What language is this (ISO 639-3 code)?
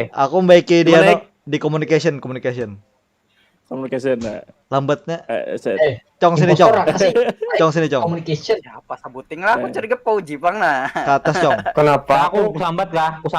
bjn